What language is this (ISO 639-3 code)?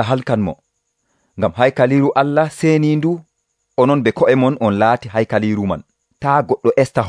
fuv